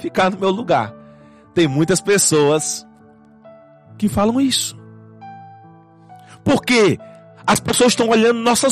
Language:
Portuguese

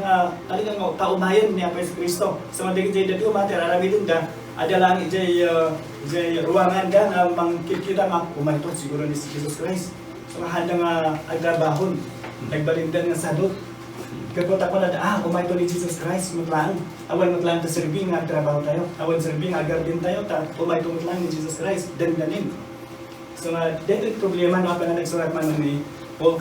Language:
Iloko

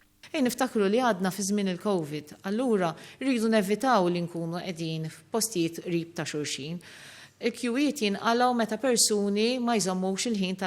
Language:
Maltese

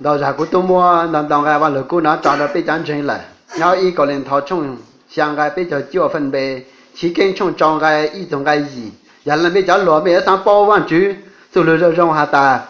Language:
Hmong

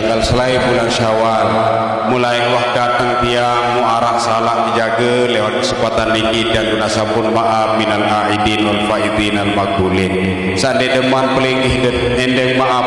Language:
Sasak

